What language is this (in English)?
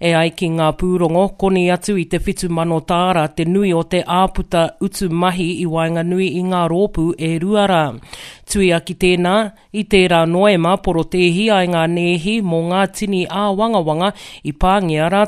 Māori